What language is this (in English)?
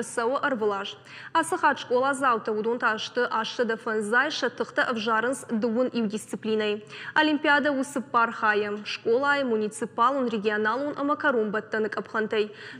Ossetic